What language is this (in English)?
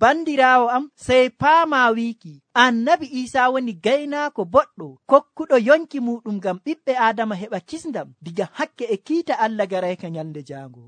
Nigerian Fulfulde